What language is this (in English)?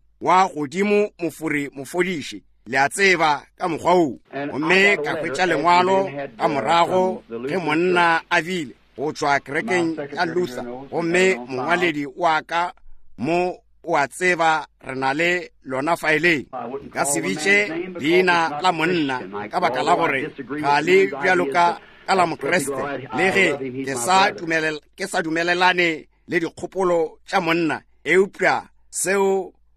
Northern Sotho